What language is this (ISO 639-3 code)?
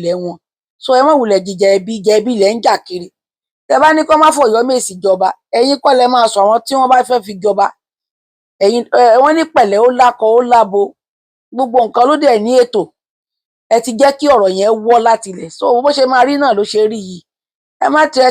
yor